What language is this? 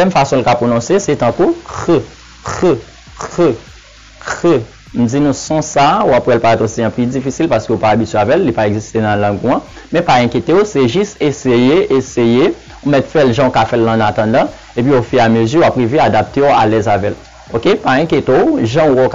Haitian Creole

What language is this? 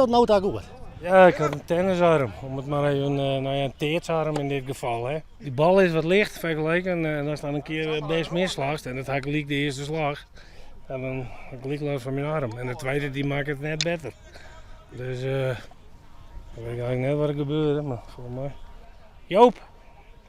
Western Frisian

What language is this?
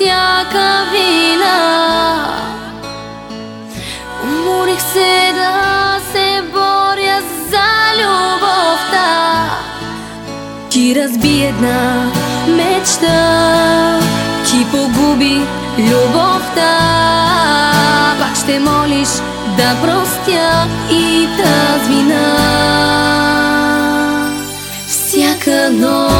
Bulgarian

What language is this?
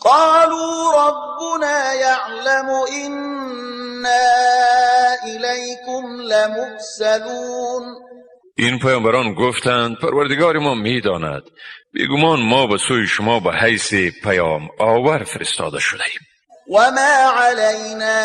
Tajik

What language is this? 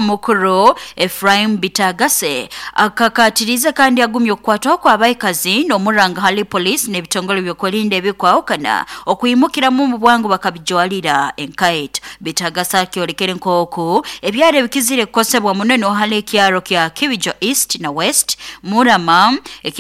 Nyoro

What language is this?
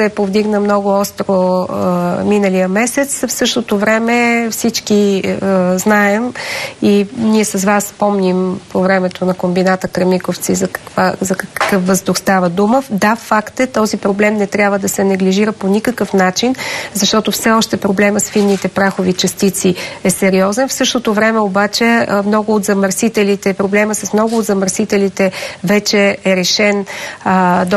Bulgarian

